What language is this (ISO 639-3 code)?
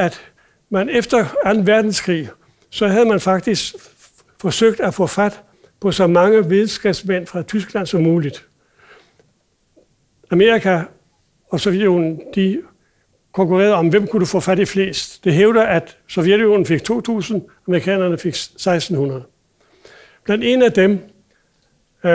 dan